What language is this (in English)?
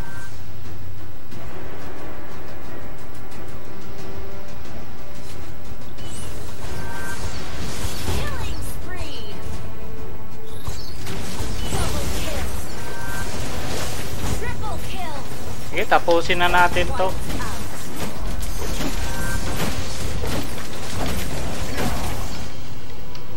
Filipino